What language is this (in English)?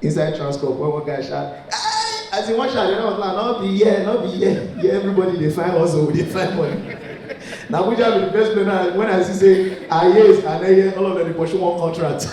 Nigerian Pidgin